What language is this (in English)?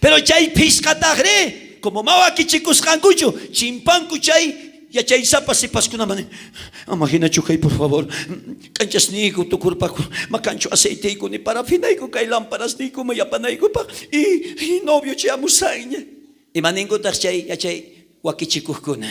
South Bolivian Quechua